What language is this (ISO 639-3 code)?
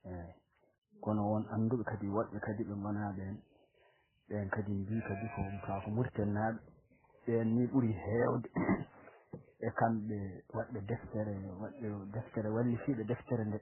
ful